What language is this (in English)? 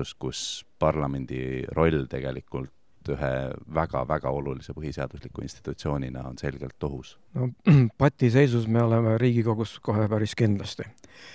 Estonian